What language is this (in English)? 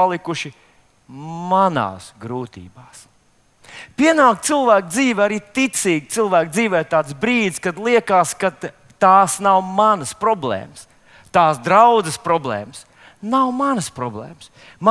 Latvian